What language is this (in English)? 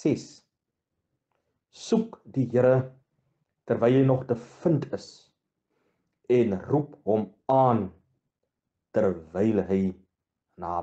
Afrikaans